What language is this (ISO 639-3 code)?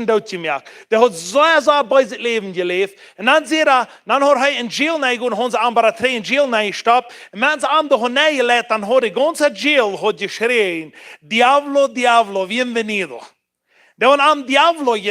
pdt